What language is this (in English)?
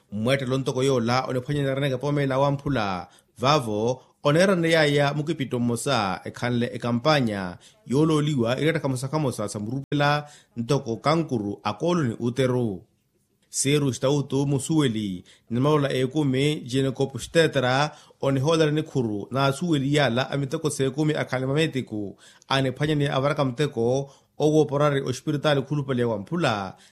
Makhuwa